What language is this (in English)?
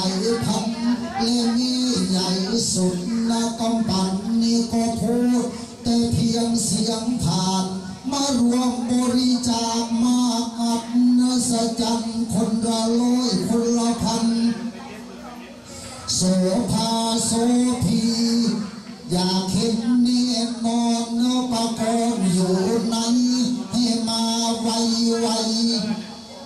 Thai